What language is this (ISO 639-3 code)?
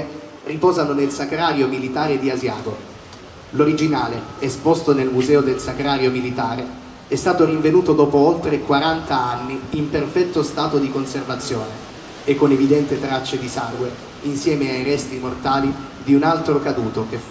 ita